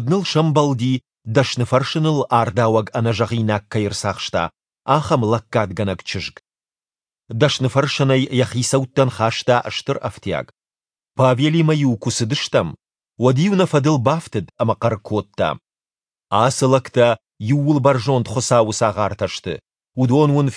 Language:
Ossetic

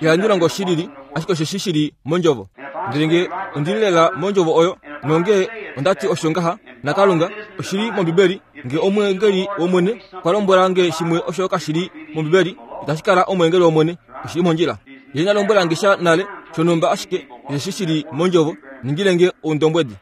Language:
Kuanyama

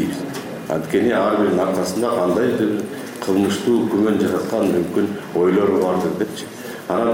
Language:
Kyrgyz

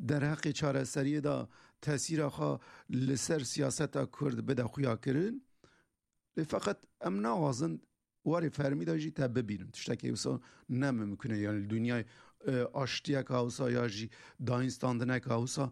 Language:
Kurdish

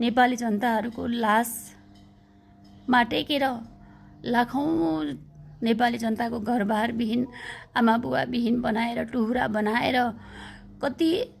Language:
Nepali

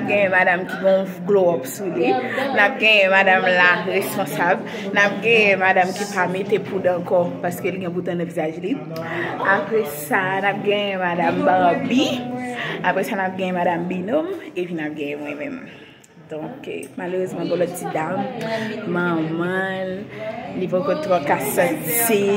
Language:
Haitian Creole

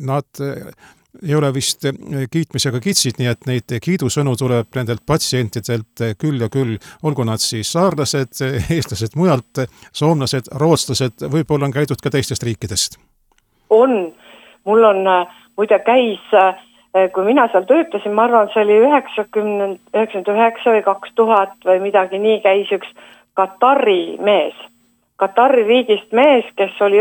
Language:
Estonian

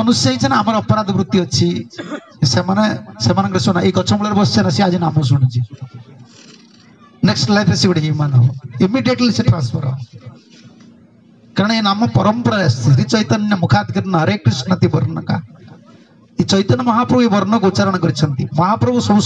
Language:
Odia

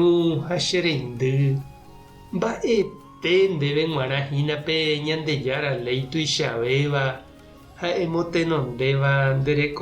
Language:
Guarani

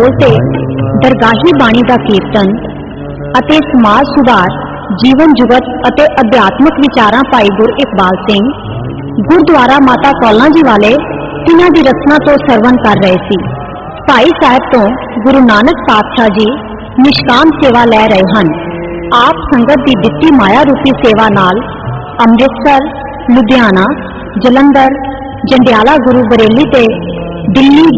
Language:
Punjabi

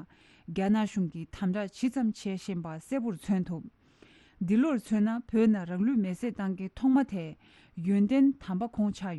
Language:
Tibetan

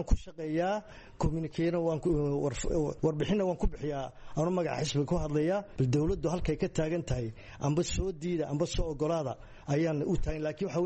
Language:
Somali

